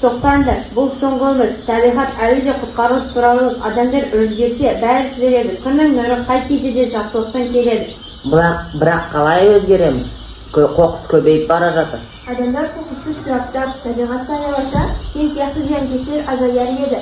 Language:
Kazakh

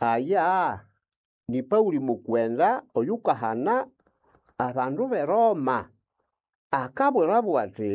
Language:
Nande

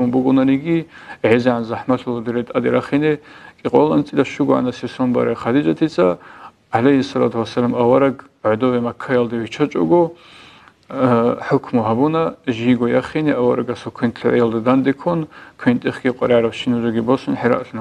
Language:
Avaric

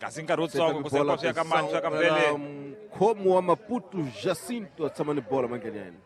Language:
Tsonga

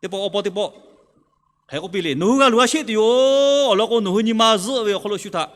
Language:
Lahu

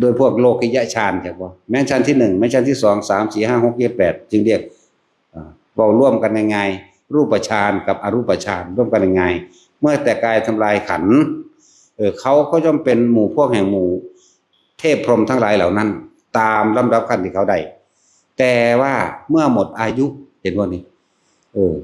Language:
Northeastern Thai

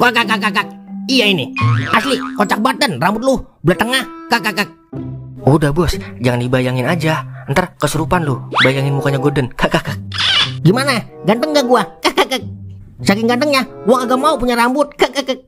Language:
Betawi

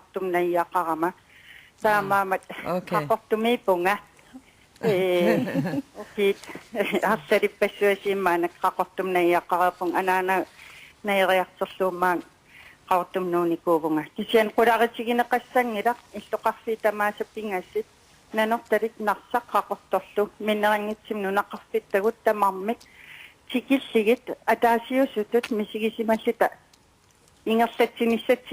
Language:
Kalaallisut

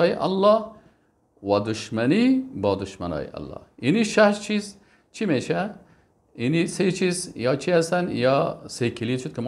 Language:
Persian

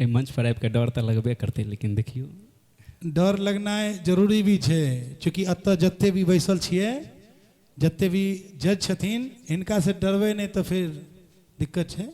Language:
Maithili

